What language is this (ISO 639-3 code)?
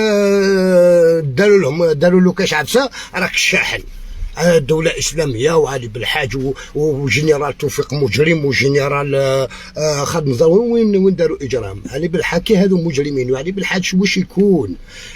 arq